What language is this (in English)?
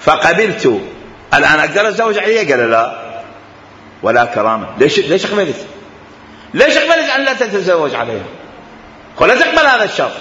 Mesopotamian Arabic